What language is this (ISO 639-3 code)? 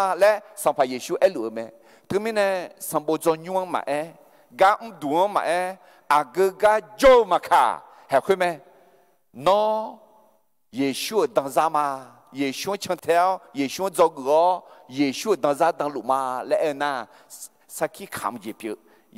ahk